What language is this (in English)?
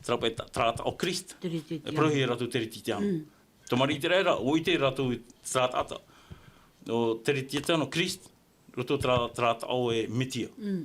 Tahitian